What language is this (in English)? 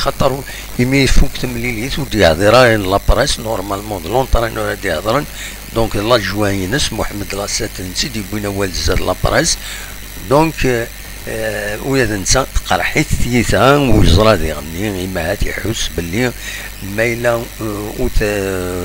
Kabyle